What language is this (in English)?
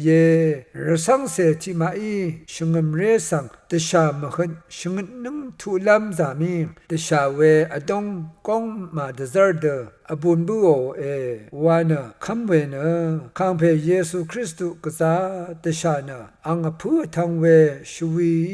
Rawang